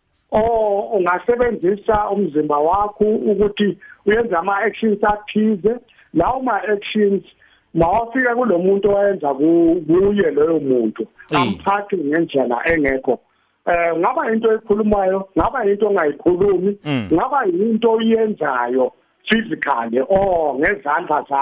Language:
South Ndebele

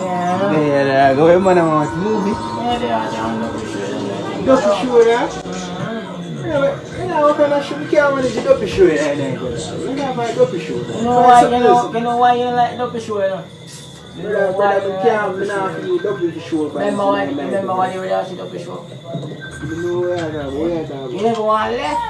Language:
Jamaican Creole English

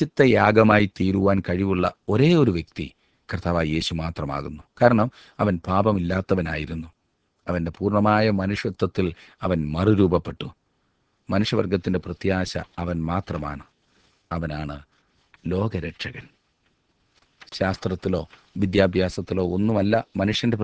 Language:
Malayalam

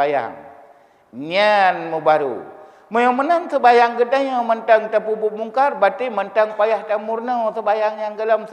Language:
Achinese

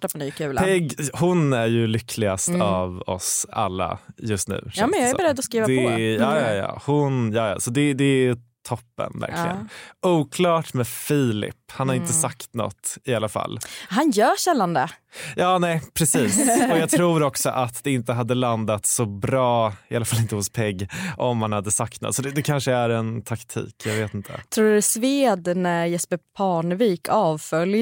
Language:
Swedish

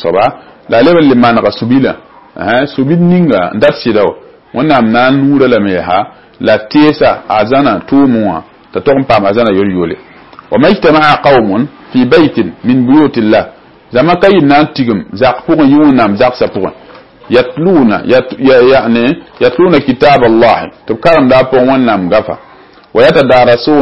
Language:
Mossi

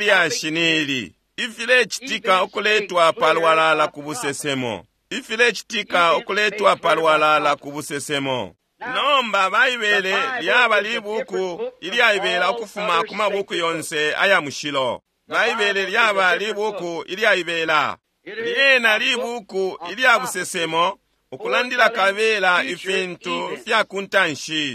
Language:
Bemba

